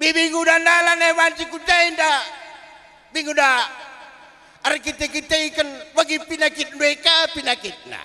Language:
Batak Karo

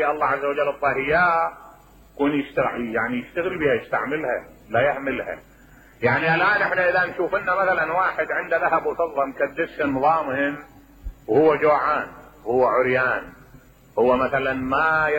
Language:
Mesopotamian Arabic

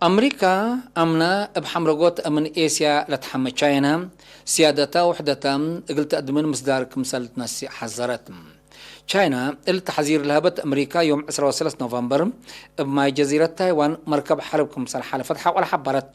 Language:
Tigre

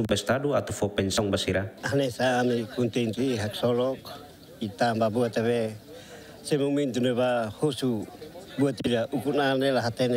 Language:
Tetum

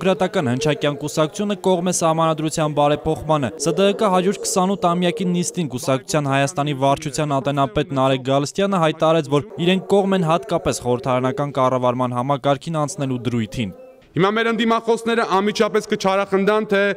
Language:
Armenian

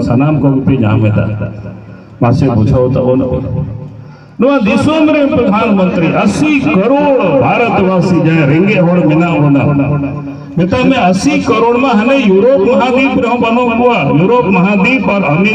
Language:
Santali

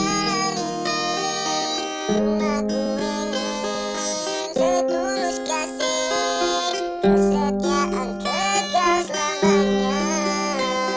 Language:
Indonesian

